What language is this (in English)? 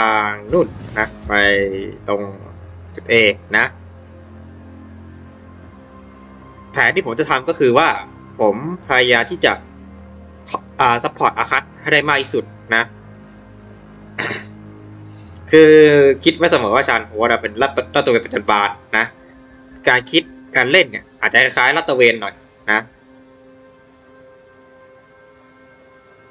Thai